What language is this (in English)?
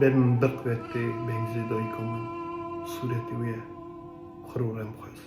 Kurdish